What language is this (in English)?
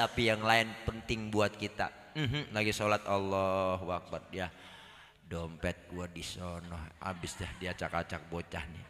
Betawi